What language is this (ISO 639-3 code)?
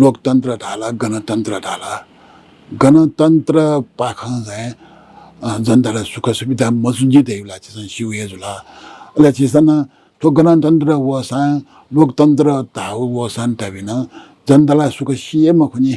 new